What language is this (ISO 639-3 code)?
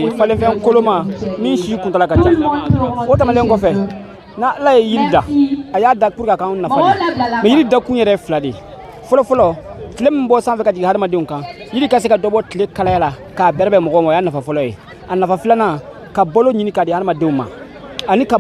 bam